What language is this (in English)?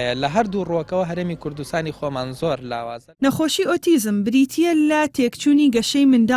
Central Kurdish